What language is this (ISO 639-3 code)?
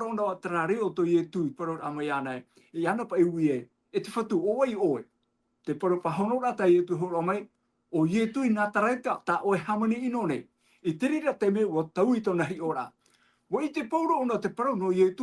tah